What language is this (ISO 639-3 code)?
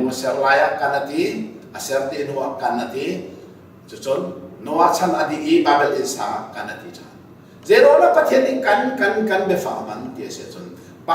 cnh